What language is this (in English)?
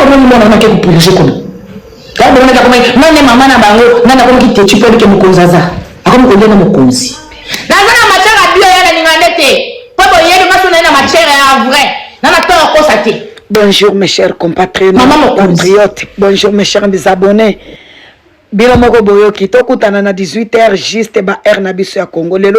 Lingala